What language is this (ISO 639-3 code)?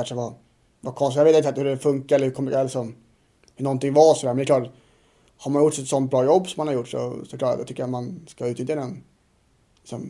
swe